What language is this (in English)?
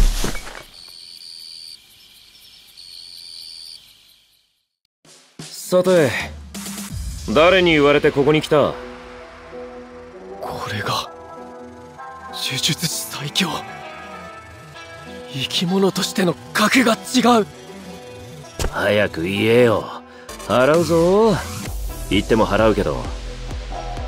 Japanese